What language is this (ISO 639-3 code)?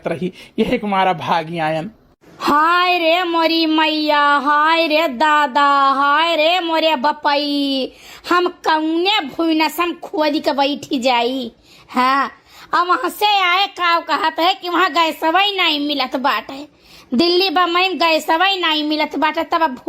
awa